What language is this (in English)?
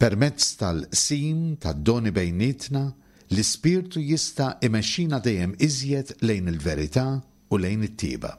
Maltese